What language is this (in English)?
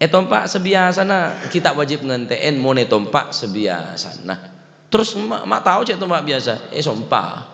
Madurese